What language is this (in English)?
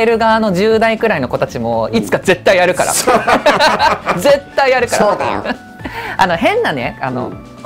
Japanese